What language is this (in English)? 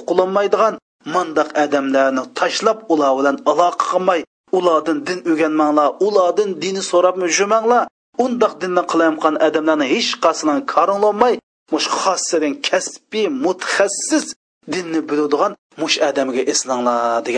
Uyghur